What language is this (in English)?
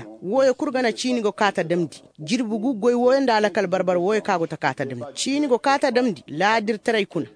Koyraboro Senni